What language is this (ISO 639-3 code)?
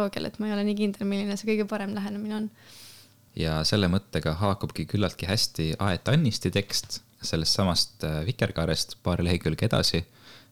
est